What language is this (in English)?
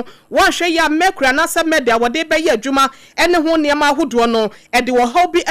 Akan